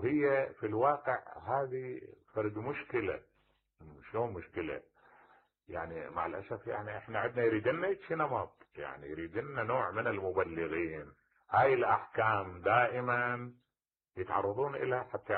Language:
Mesopotamian Arabic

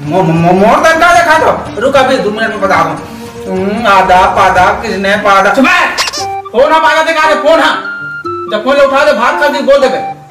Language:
Chhattisgarhi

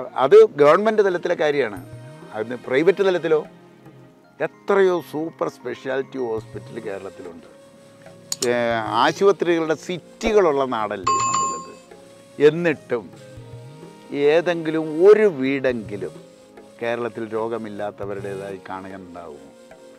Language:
Malayalam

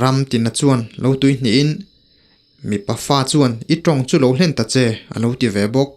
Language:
Mizo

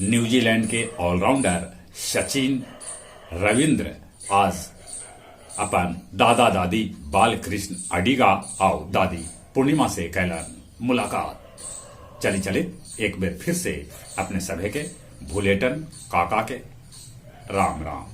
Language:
Magahi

